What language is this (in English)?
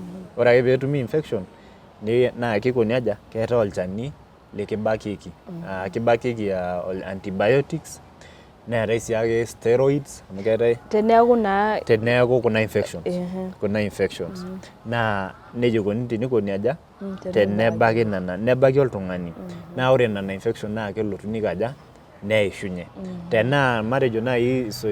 Masai